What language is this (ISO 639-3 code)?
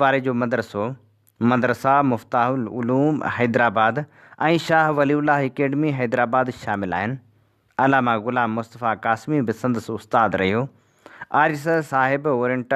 snd